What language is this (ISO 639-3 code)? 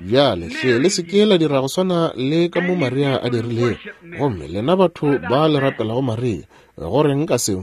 nso